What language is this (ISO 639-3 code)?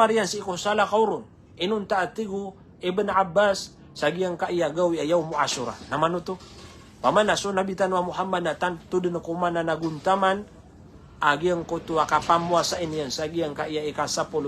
mrw